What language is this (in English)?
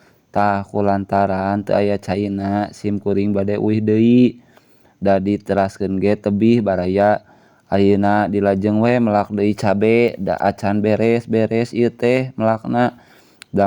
Sundanese